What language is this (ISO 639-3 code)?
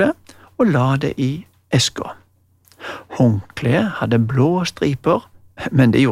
nor